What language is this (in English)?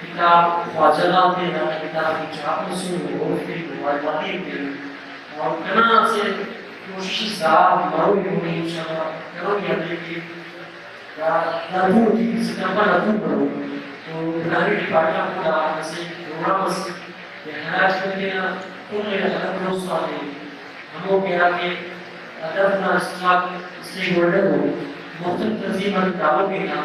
Brahui